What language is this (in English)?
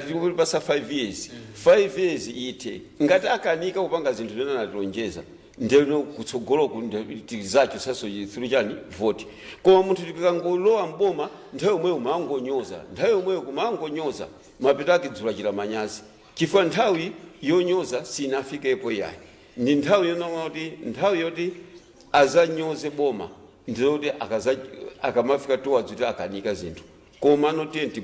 Nyanja